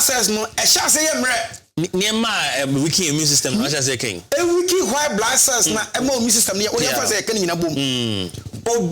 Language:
Akan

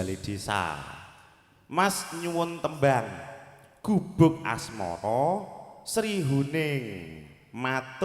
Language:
Javanese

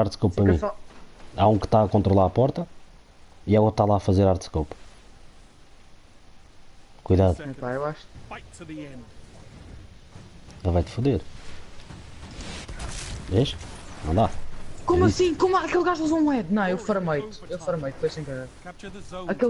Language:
Portuguese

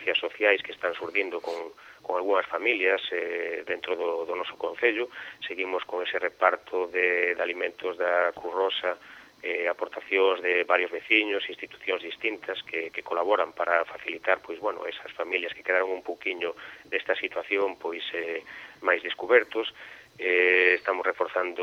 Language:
Galician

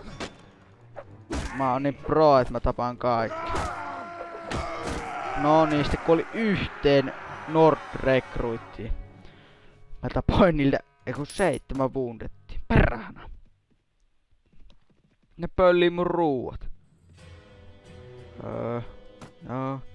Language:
Finnish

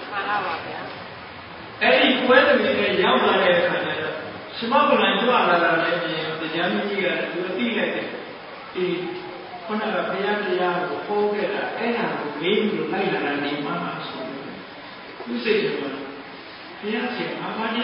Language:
Burmese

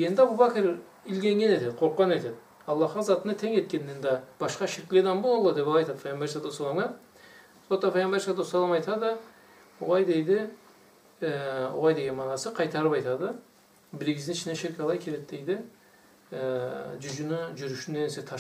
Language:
Karachay-Balkar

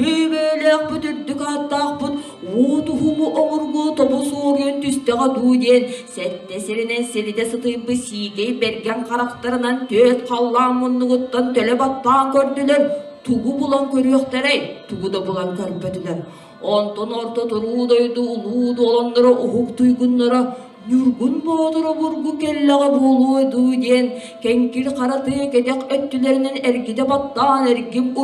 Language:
Yakut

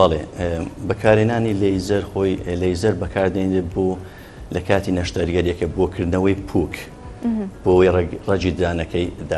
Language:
Central Kurdish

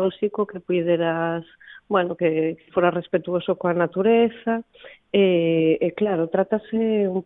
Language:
Galician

